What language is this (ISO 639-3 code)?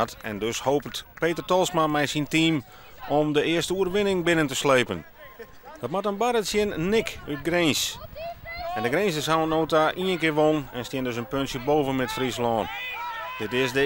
fry